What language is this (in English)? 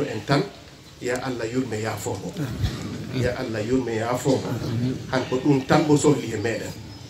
Fula